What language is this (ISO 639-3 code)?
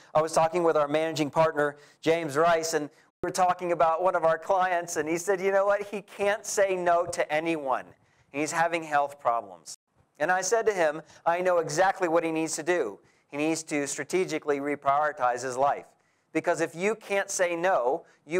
eng